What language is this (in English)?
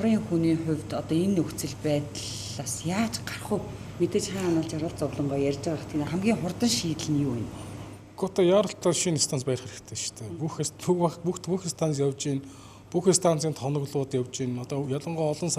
Mongolian